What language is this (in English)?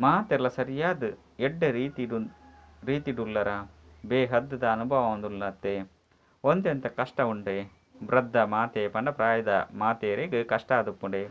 Tulu